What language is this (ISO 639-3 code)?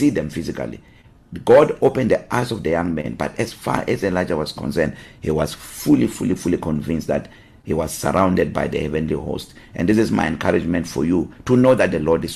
eng